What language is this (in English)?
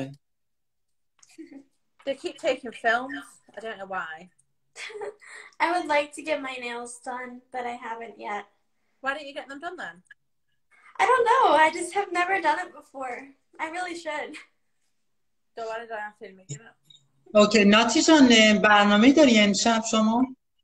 Persian